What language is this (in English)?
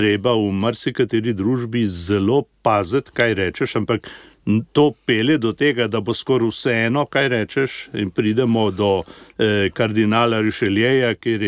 Slovenian